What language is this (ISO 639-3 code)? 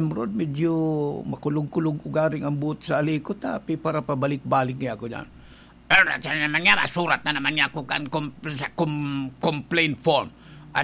bik